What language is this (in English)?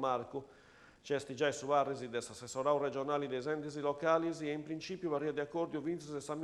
Sardinian